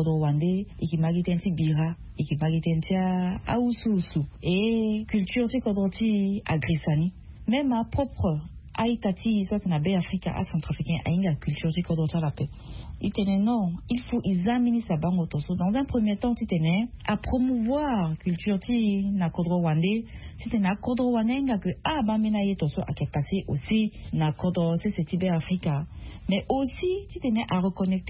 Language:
Sango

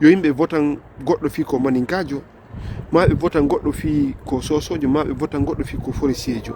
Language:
Fula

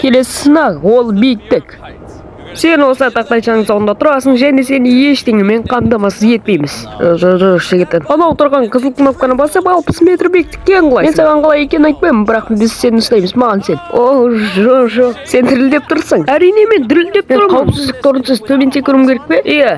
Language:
Kazakh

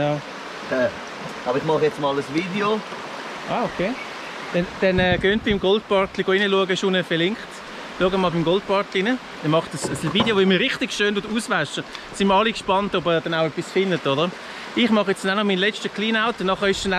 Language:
Swiss German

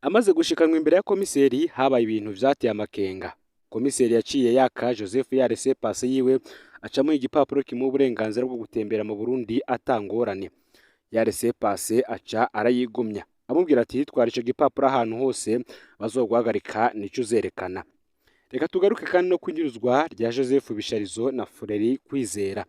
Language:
Rundi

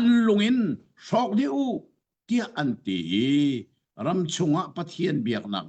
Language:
Hakha Chin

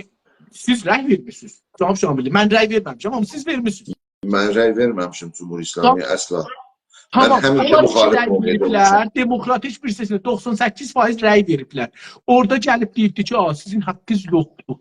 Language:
South Azerbaijani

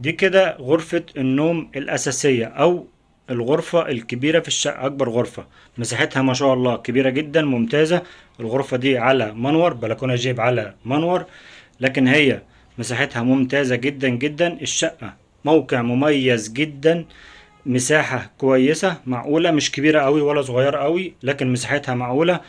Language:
Egyptian Arabic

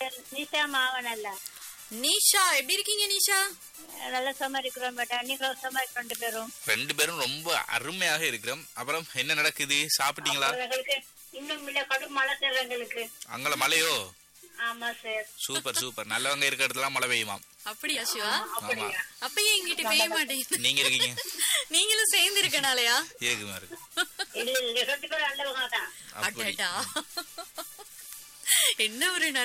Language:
Tamil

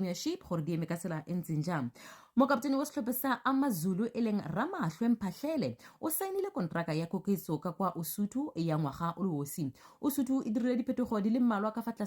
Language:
Tswana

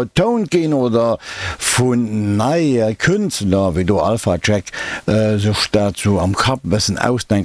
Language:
Luxembourgish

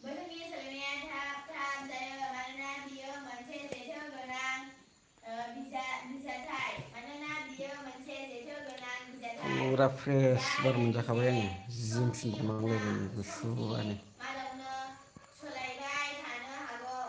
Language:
Bodo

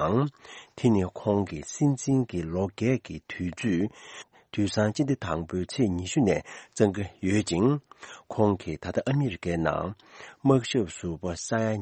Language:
Tibetan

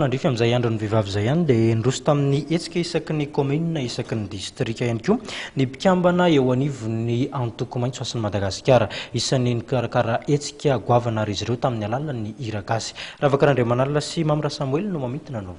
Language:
Malagasy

